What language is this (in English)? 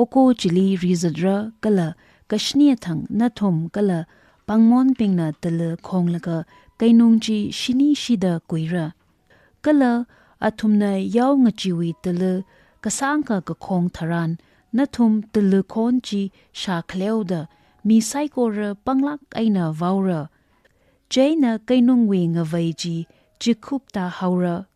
Tangkhul Naga (India)